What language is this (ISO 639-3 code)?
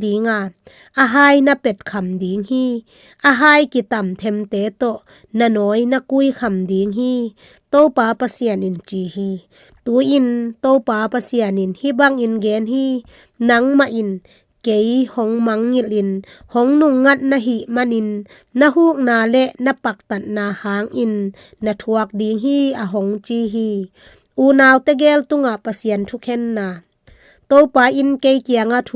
ctd